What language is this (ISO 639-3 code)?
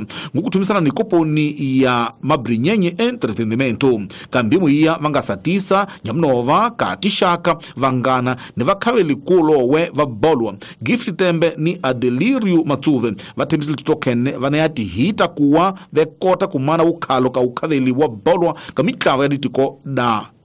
tso